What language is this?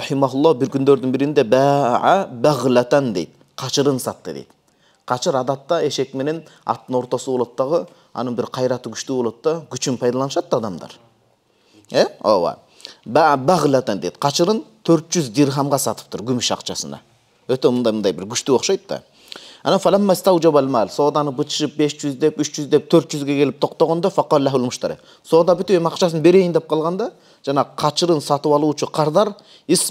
Kyrgyz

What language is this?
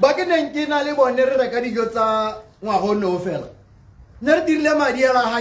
Tswana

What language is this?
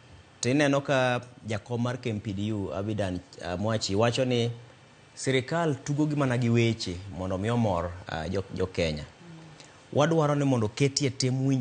Luo (Kenya and Tanzania)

